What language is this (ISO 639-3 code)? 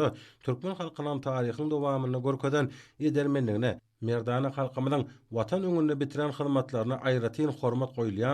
tuk